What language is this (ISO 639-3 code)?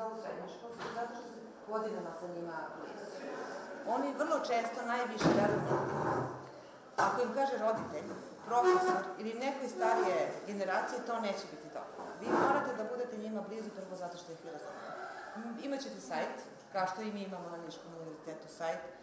srp